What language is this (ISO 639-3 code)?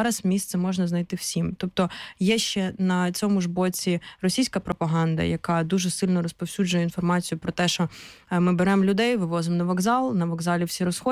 ukr